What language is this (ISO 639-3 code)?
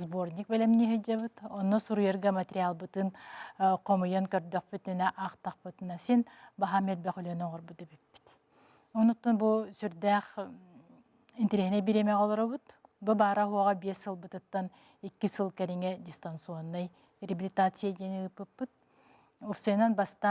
sah